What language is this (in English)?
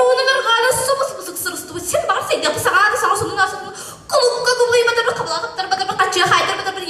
Yakut